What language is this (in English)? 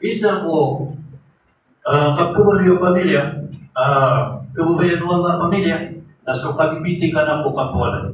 Maranao